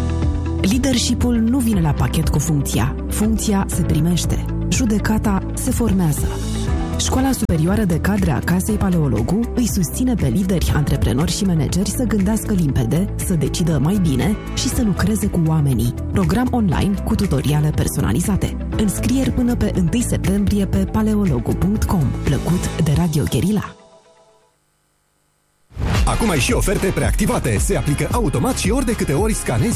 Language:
Romanian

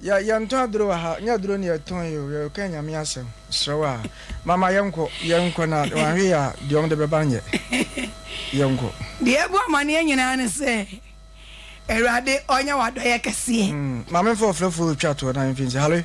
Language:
Akan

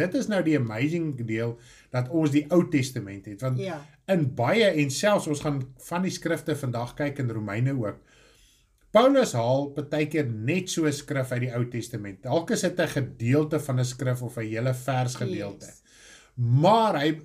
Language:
Afrikaans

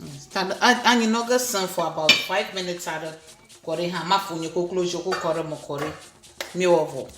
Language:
Ewe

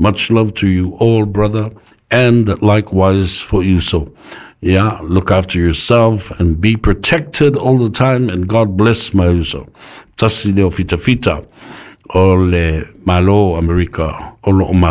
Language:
Samoan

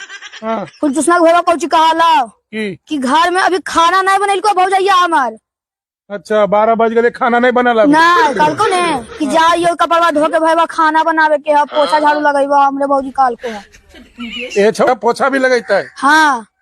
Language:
Magahi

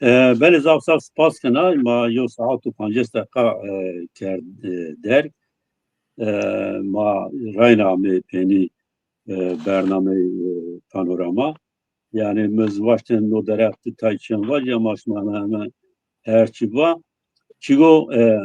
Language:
Zaza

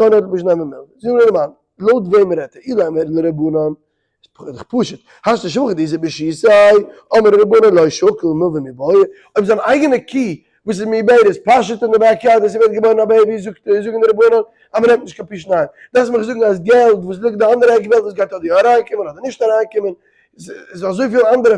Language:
Yiddish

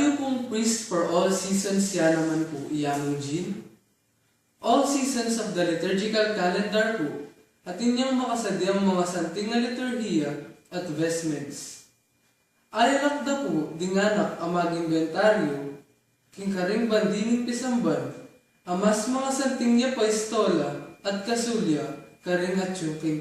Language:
Pampanga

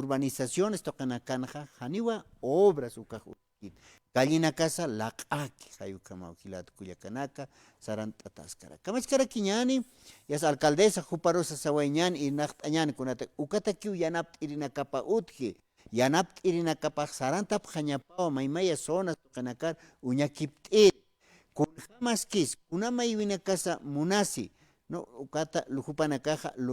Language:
Aymara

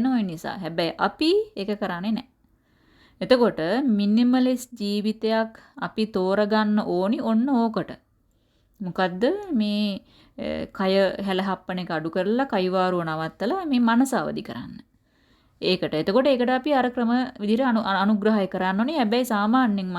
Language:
Sinhala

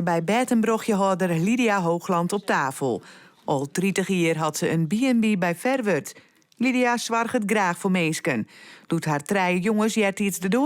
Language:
Western Frisian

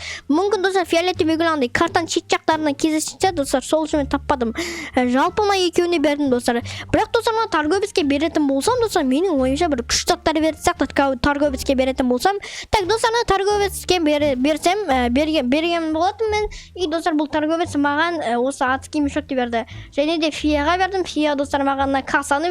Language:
Kazakh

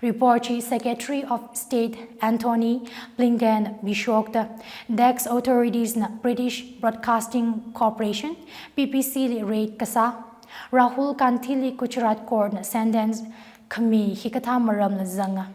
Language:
Tangkhul Naga (India)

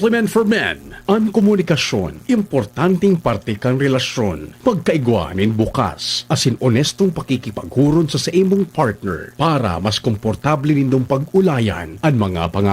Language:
Bikol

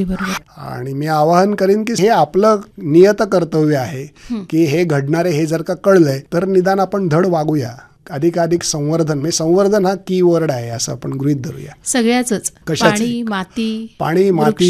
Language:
Marathi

